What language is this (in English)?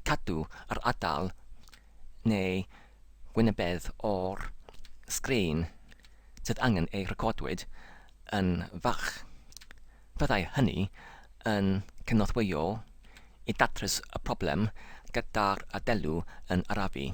Welsh